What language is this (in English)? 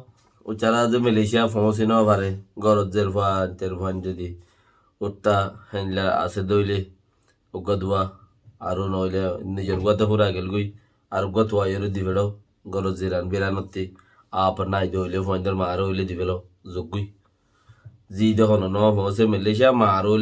Rohingya